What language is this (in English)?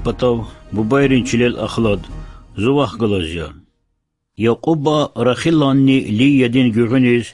Lezghian